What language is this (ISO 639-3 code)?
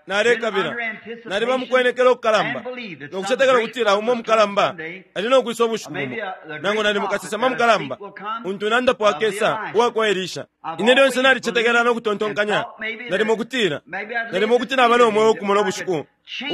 bem